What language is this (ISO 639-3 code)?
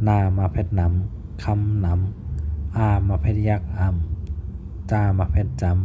shn